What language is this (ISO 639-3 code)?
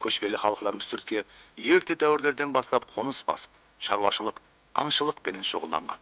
kaa